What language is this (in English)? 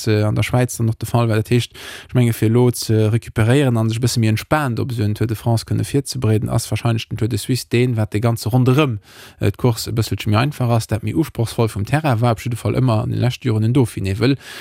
Luxembourgish